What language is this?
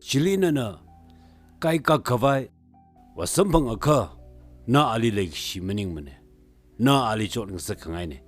Tangkhul Naga (India)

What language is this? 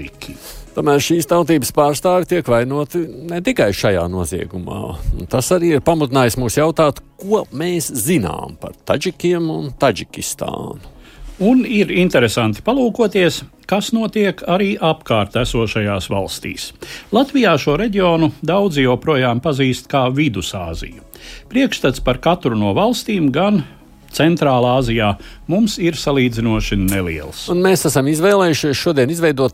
Latvian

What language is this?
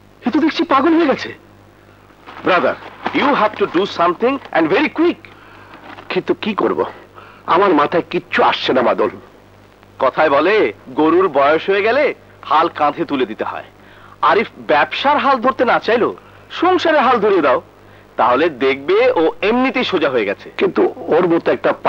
Bangla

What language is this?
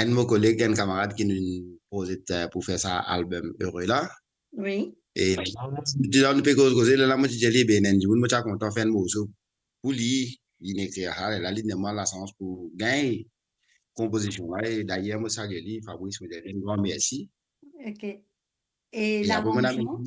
Morisyen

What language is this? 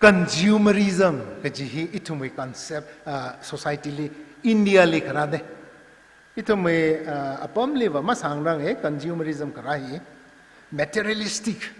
Tangkhul Naga (India)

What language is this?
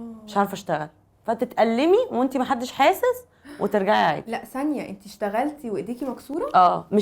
Egyptian Arabic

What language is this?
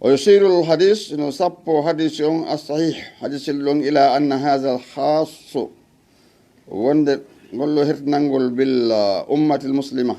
Fula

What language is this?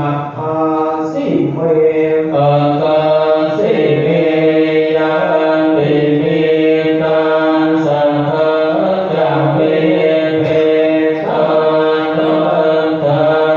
Pali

